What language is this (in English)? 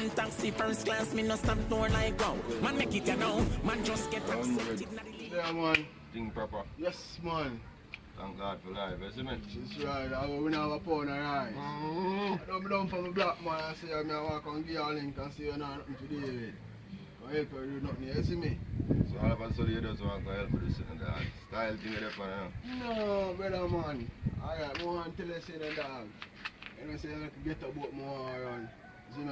Jamaican Creole English